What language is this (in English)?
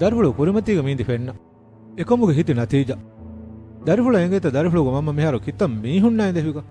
Divehi